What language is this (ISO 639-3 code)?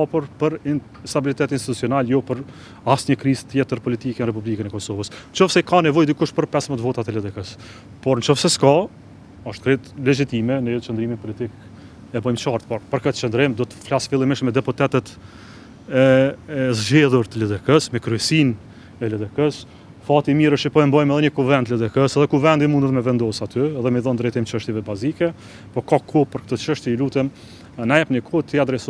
sqi